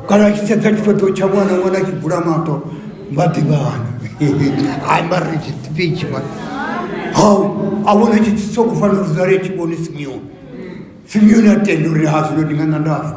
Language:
Venda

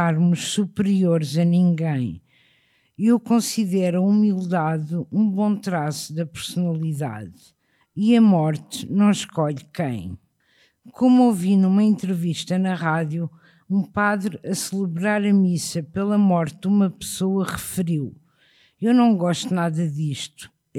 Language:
Portuguese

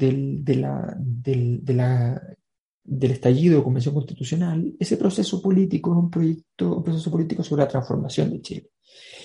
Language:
Spanish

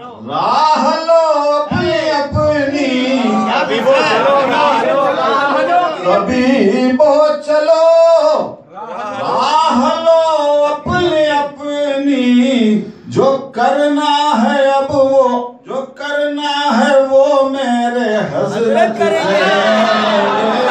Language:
Urdu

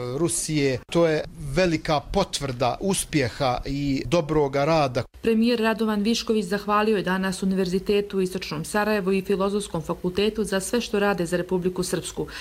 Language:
Croatian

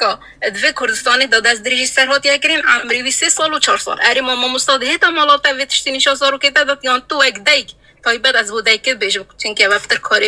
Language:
Kurdish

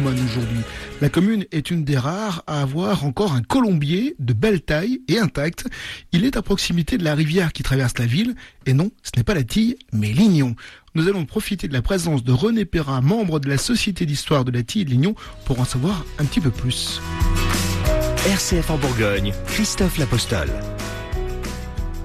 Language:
French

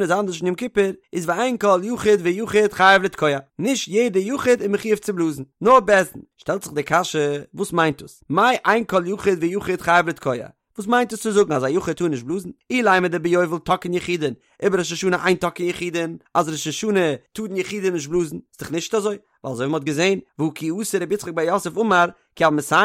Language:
Yiddish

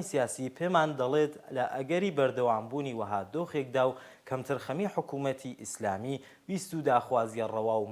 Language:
Central Kurdish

